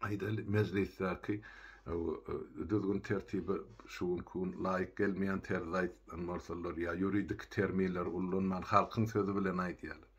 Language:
Turkmen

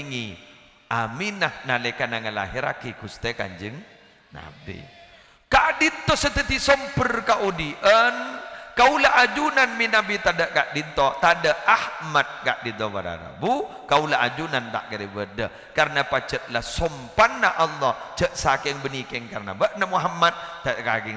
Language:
Madurese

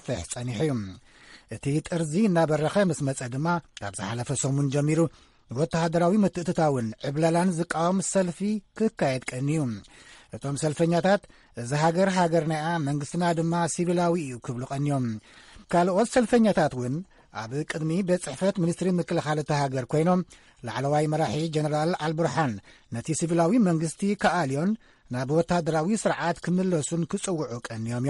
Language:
Tigrinya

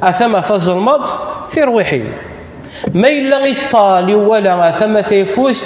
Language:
Kabyle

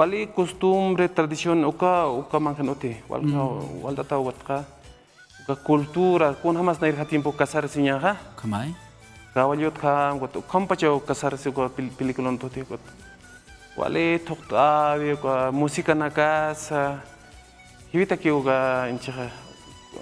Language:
Aymara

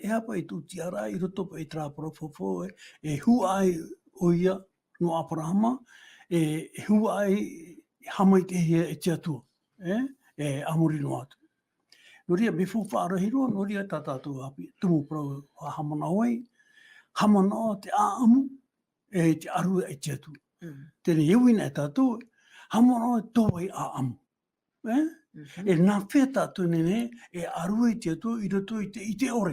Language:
Tahitian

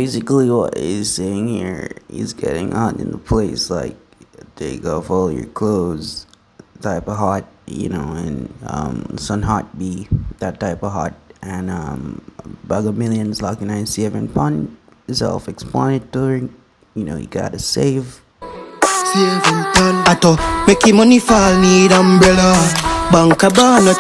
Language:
Jamaican Creole English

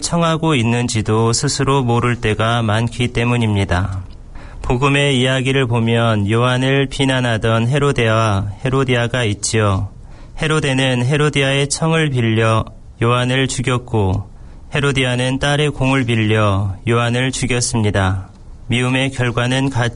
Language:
Korean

